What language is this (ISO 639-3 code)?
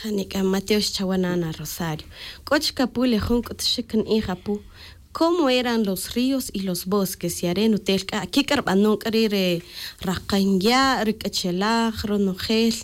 tzj